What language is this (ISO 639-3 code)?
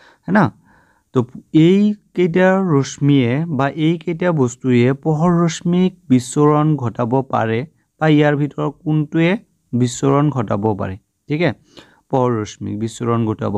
asm